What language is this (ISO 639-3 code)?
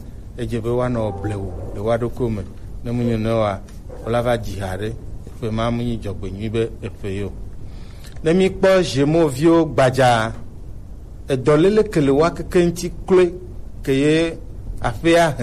gej